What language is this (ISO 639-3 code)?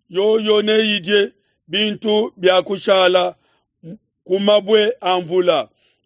lua